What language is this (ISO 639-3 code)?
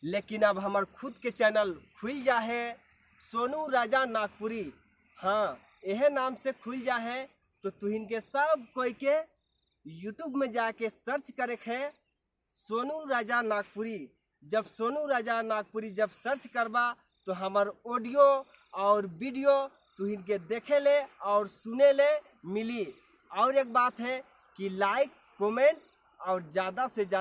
sck